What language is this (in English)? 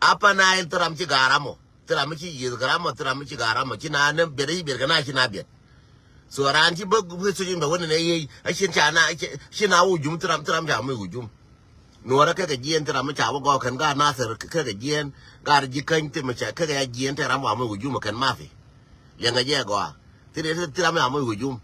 Nuer